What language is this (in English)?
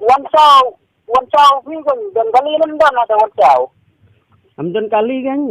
Khasi